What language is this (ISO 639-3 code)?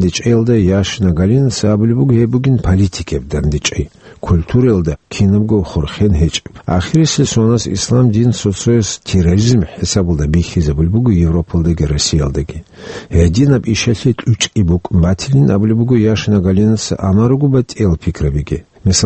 ava